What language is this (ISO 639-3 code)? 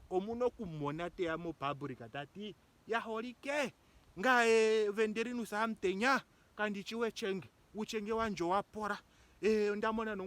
ndo